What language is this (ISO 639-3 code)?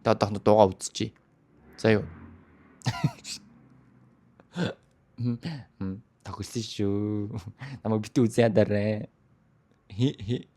mon